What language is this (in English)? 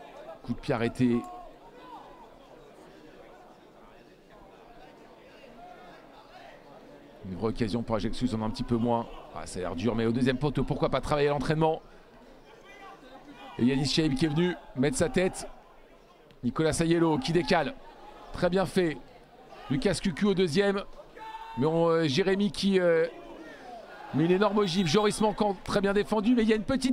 French